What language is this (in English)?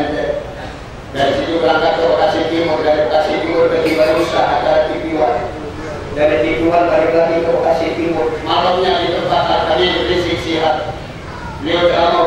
Indonesian